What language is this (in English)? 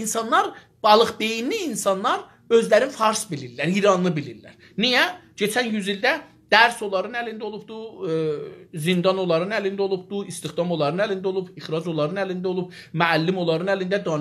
South Azerbaijani